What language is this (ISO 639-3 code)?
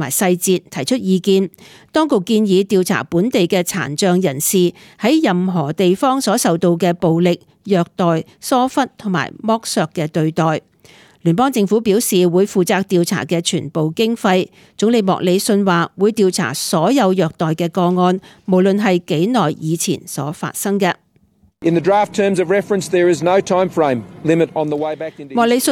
yue